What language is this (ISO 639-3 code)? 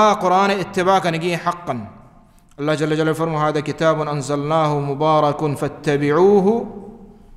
bal